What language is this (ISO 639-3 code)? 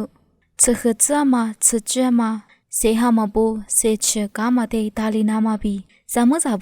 lis